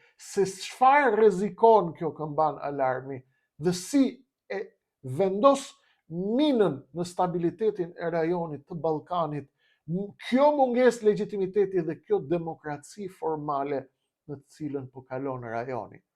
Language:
Albanian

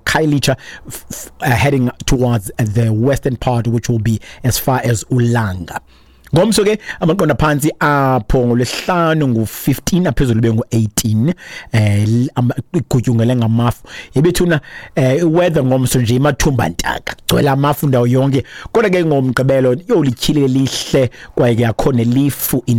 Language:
Xhosa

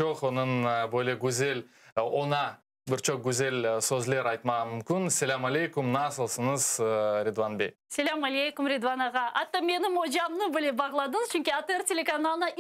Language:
Crimean Tatar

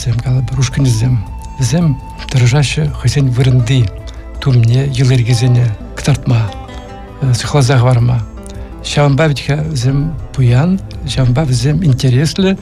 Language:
Chuvash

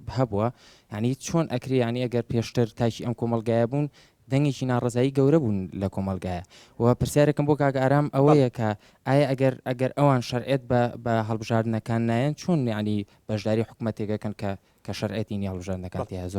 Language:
Central Kurdish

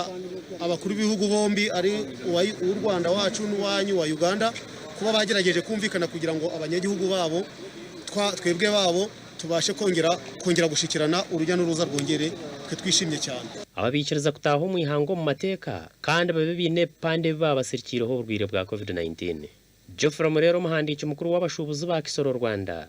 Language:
Nyankole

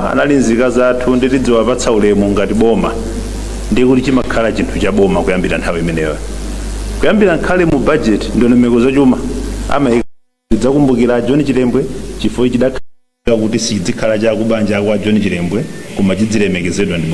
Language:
Nyanja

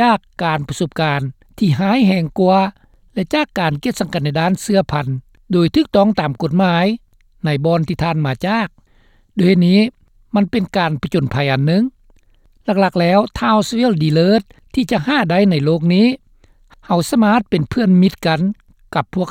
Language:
Lao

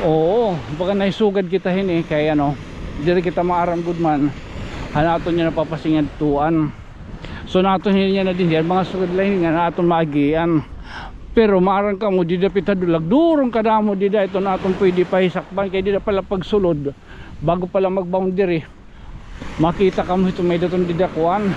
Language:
Waray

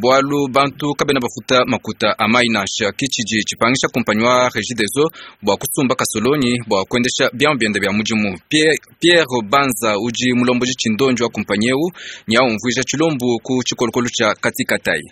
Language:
Luba-Lulua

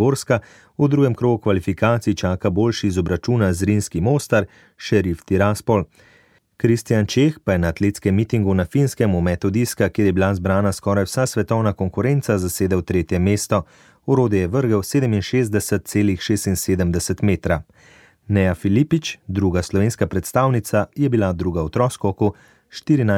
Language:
Slovenian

